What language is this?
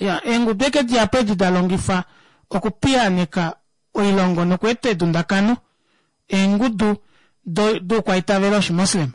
Kuanyama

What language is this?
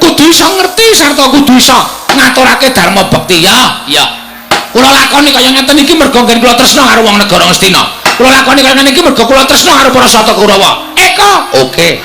Javanese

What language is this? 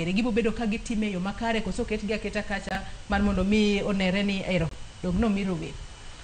Luo (Kenya and Tanzania)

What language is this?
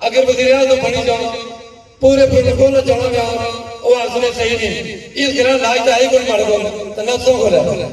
Pahari-Potwari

